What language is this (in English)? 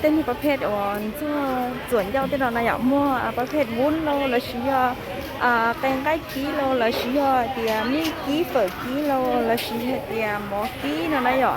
Hmong